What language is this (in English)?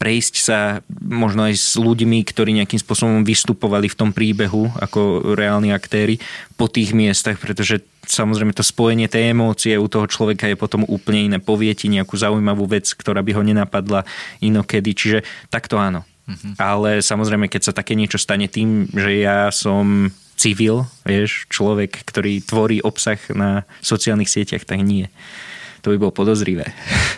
Slovak